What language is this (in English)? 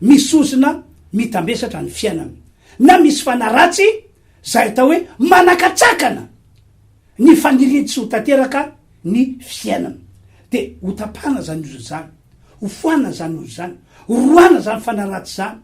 Malagasy